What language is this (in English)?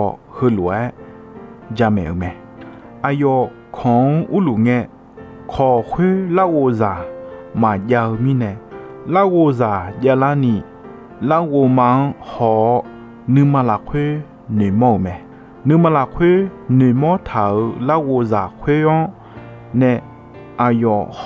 Akha